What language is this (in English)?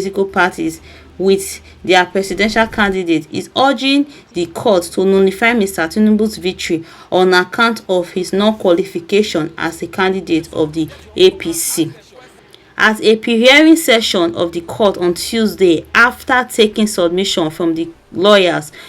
Nigerian Pidgin